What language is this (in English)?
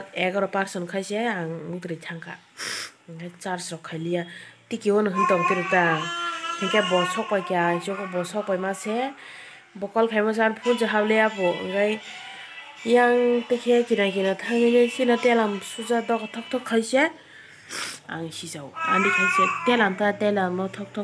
Kok Borok